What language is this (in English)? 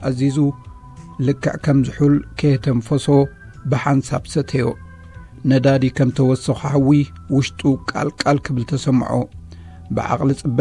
Tigrinya